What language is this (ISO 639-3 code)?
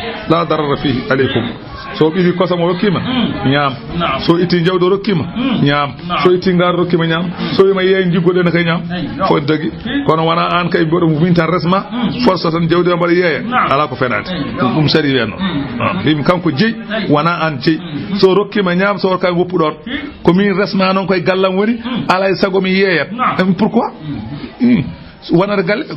ful